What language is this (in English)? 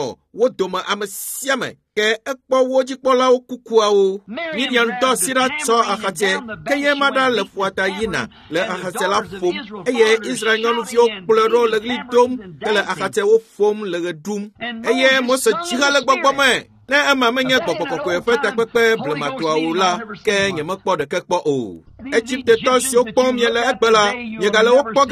Ewe